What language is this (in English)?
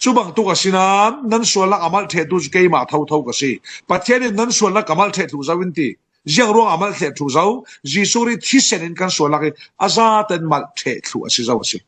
Falam Chin